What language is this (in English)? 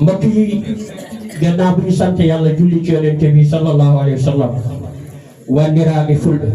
Wolof